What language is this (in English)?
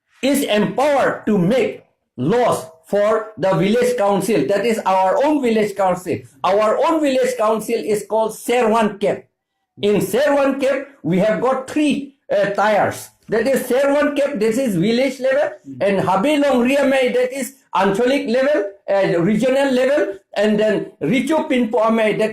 Karbi